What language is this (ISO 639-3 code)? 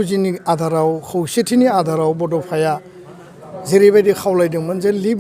brx